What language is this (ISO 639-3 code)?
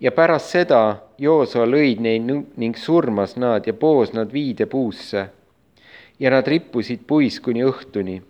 est